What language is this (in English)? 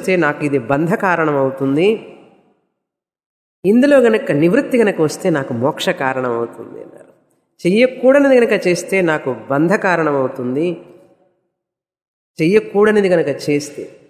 Telugu